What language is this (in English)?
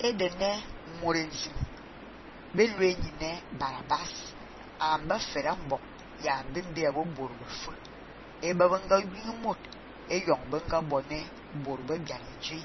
Fang